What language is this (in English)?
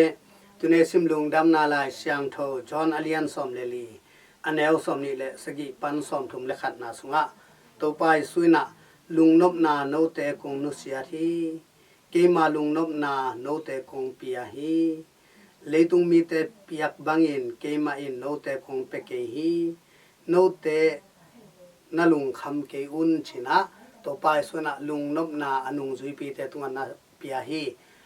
Tedim Chin